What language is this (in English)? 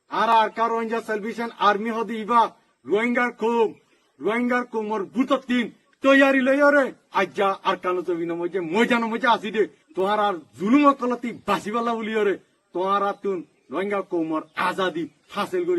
Rohingya